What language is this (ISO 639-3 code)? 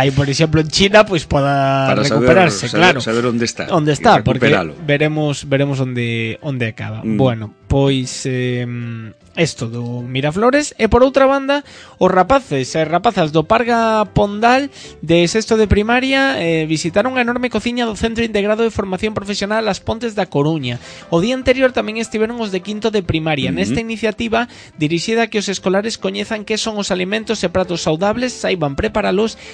glg